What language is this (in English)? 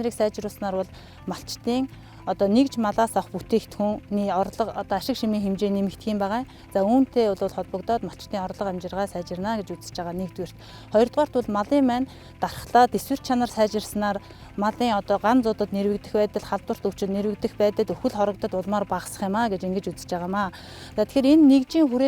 Mongolian